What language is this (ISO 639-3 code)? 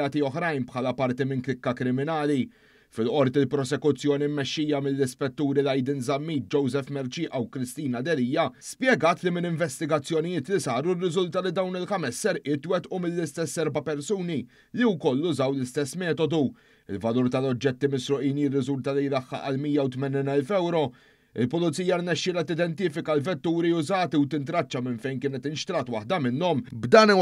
mlt